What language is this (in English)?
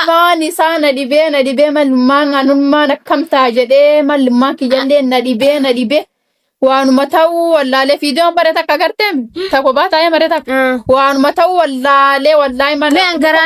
Oromo